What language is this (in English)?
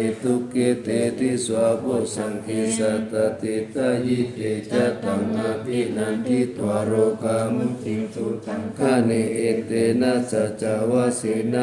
Pali